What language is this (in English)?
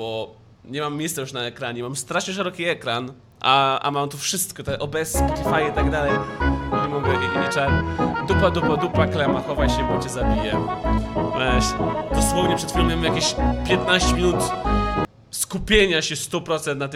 Polish